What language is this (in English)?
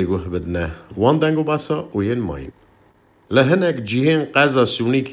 Kurdish